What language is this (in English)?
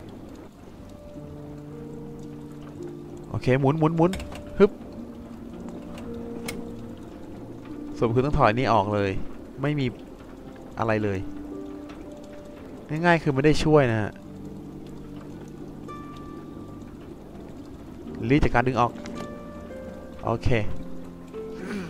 Thai